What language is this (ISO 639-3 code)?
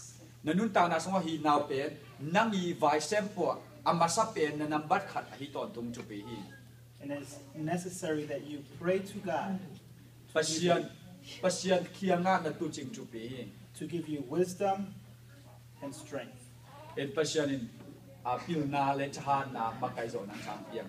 ctd